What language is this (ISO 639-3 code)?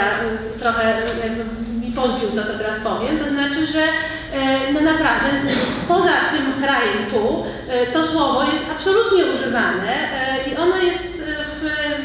pol